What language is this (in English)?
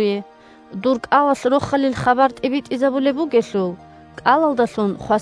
Avaric